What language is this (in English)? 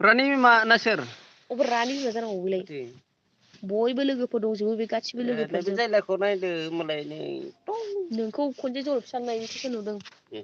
Bodo